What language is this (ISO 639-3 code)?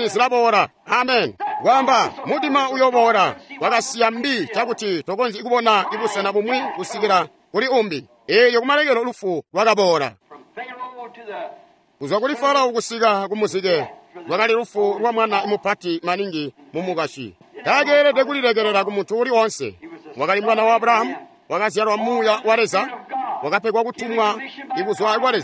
toi